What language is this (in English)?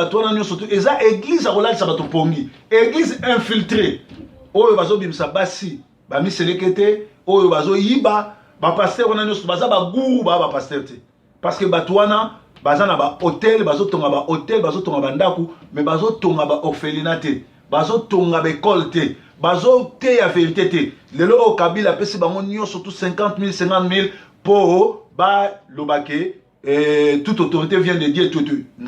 Lingala